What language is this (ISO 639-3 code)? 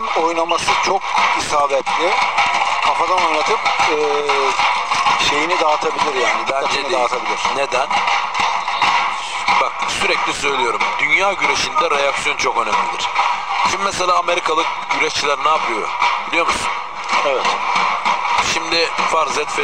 tur